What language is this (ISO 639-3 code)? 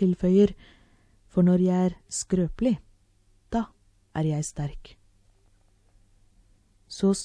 nor